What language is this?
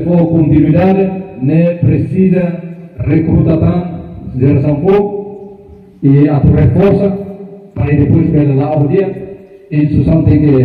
Tetum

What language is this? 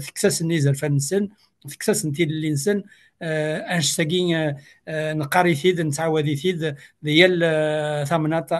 Kabyle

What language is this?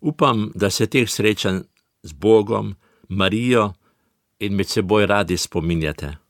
Slovenian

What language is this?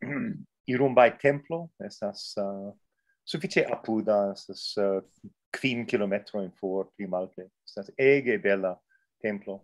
Esperanto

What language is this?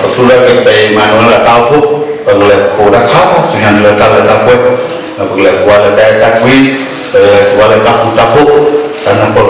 S'gaw Karen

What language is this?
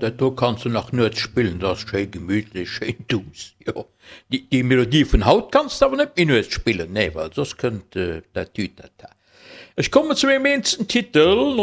Luxembourgish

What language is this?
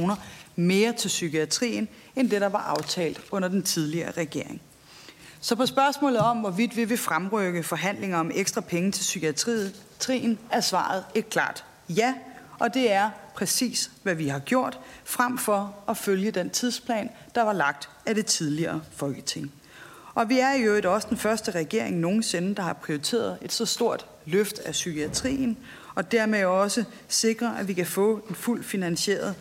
Danish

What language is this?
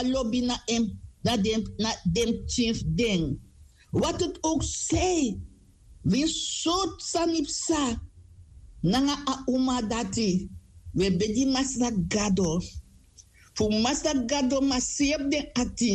Sranan Tongo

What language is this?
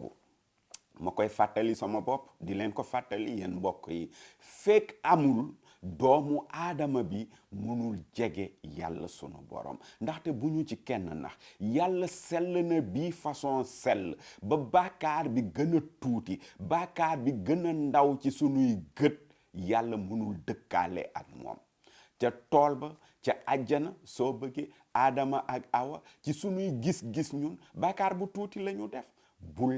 Wolof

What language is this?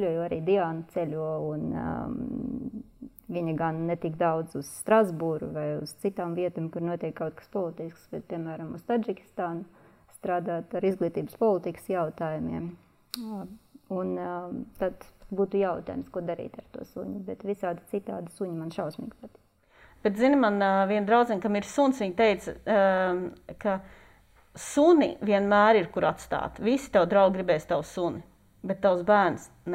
Latvian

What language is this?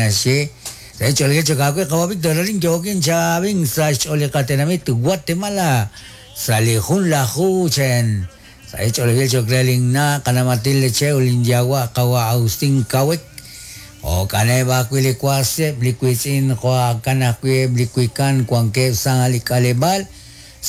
Kekchí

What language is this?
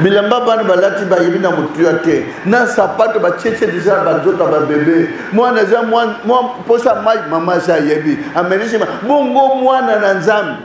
Lingala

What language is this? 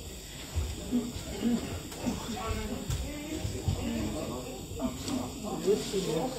Dutch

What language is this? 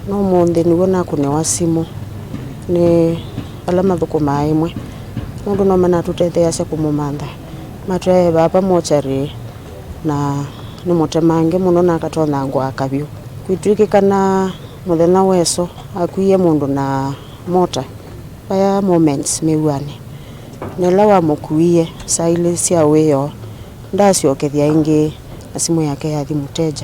Kamba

